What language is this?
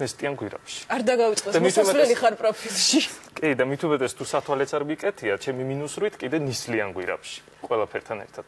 Georgian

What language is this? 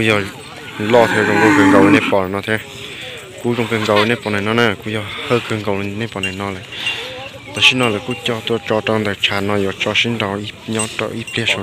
Hmong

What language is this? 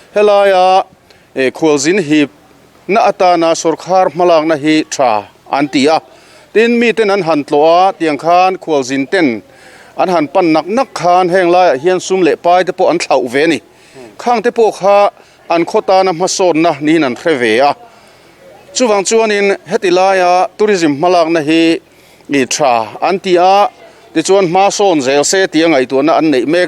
Mizo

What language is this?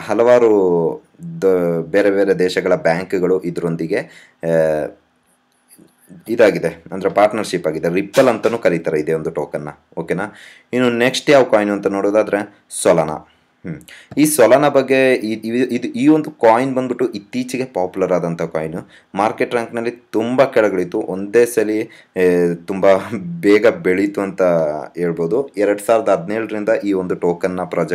Kannada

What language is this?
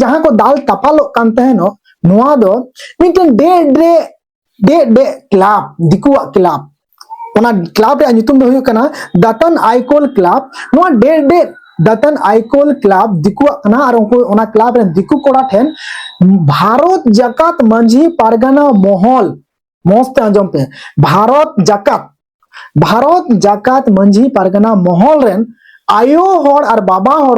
Santali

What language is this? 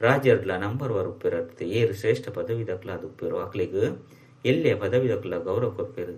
Tulu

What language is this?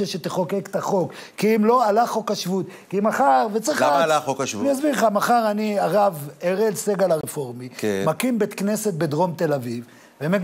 Hebrew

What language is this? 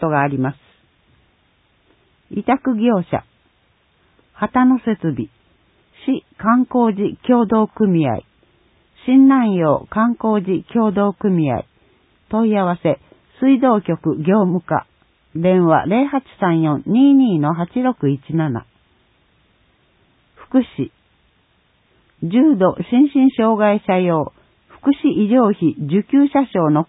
Japanese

